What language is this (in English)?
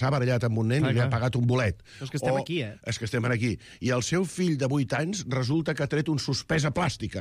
Catalan